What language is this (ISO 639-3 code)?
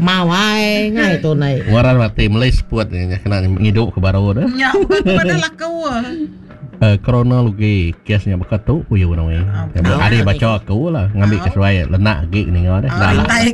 iba